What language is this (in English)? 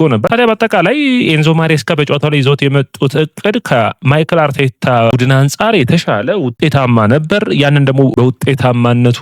Amharic